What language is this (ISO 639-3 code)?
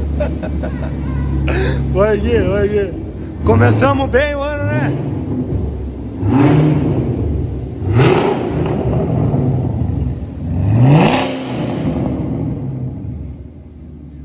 por